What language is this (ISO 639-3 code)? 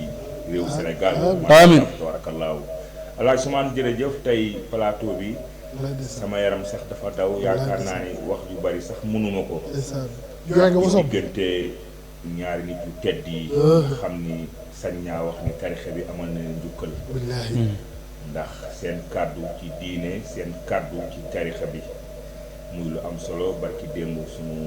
wol